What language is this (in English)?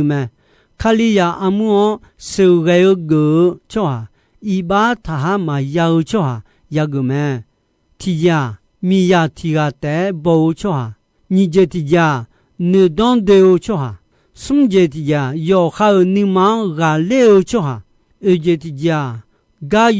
Akha